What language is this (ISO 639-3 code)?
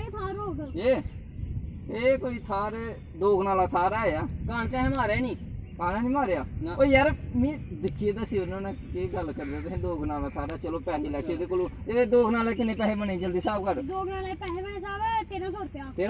doi